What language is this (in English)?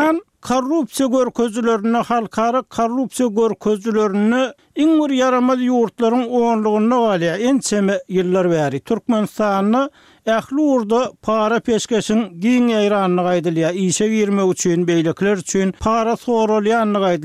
Turkmen